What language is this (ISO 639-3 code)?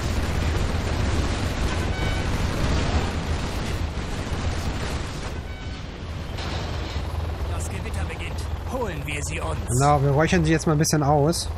deu